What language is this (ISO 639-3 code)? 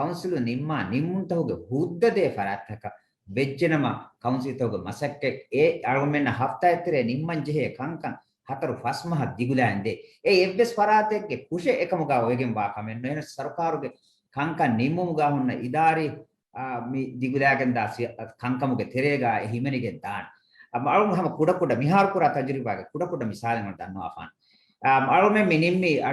div